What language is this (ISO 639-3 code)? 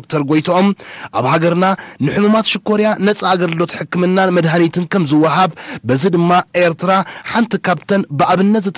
tir